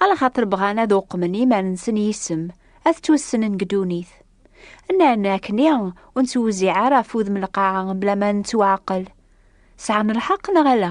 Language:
Kabyle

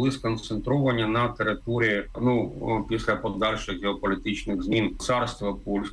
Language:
Ukrainian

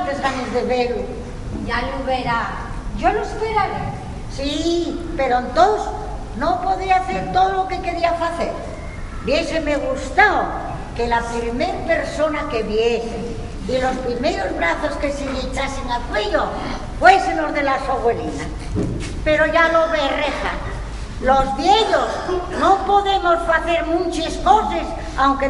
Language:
Asturian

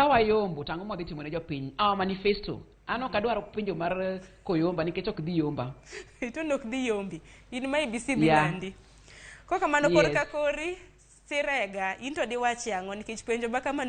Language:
Luo (Kenya and Tanzania)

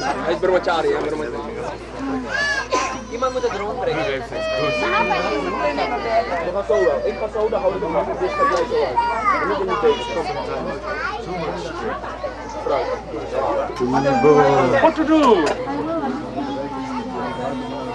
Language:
English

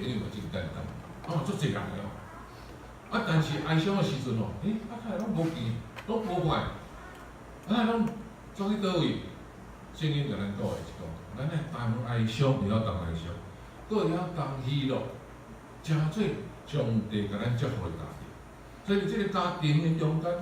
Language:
Min Nan Chinese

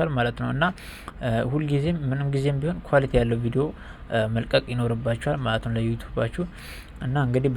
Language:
Amharic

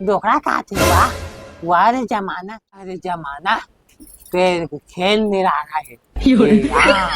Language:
Chhattisgarhi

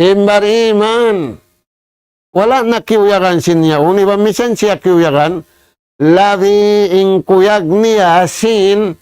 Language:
Tausug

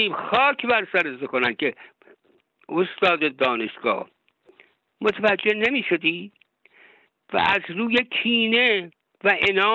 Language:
Persian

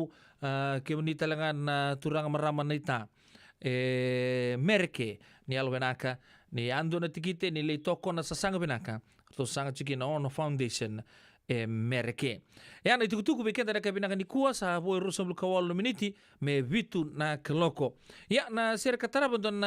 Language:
Fijian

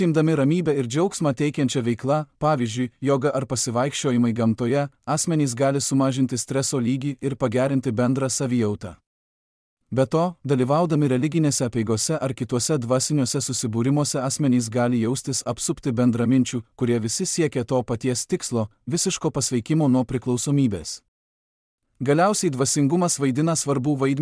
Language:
Lithuanian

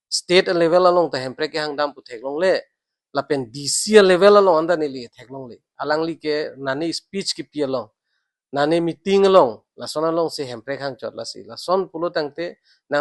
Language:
Karbi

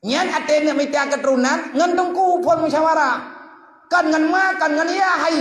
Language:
Achinese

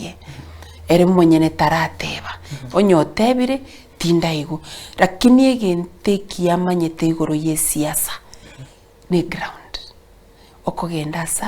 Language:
Gusii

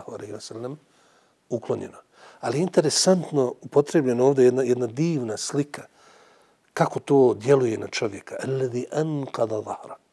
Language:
Bosnian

